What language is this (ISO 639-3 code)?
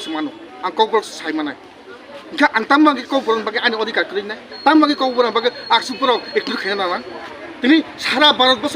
trp